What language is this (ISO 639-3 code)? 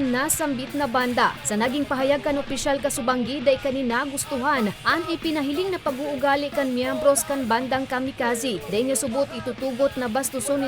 bik